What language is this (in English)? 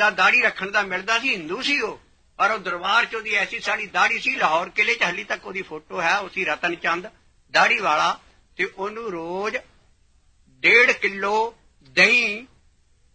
Punjabi